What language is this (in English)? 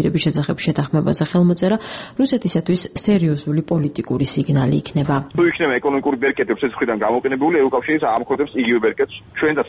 Georgian